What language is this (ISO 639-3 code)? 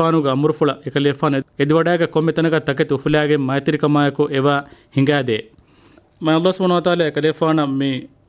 div